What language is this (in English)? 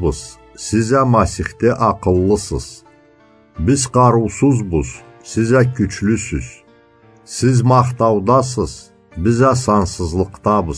Karachay-Balkar